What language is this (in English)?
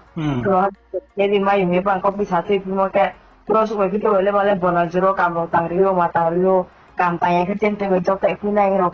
Riang (India)